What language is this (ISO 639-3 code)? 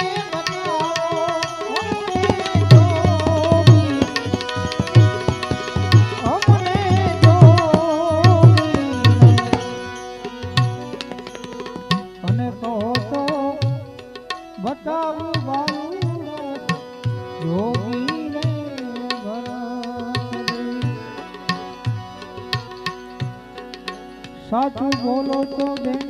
guj